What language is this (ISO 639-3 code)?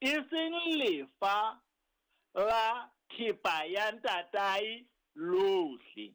sot